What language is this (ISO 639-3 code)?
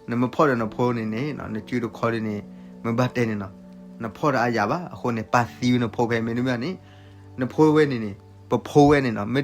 ksw